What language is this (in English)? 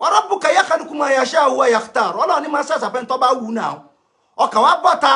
Yoruba